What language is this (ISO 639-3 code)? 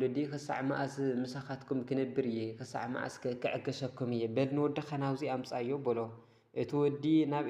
tir